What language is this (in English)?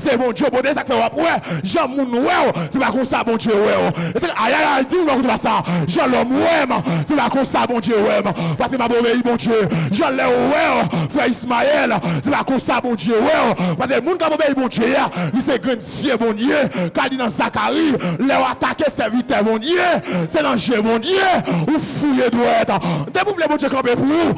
Haitian Creole